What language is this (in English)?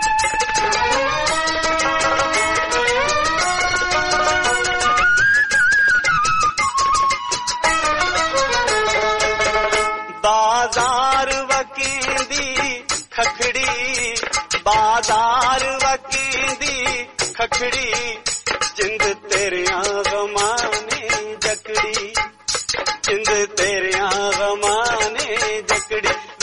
Punjabi